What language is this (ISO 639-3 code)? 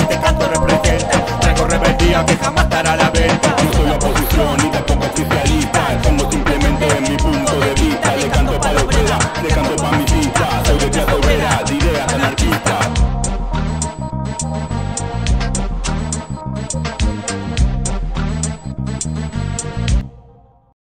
spa